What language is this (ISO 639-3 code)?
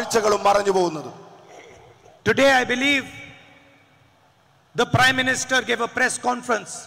mal